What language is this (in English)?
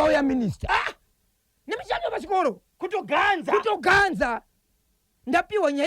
Shona